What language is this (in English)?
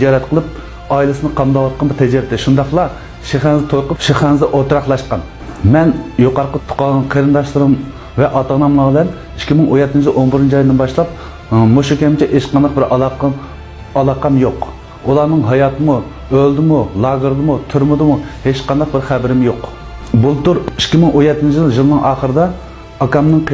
Uyghur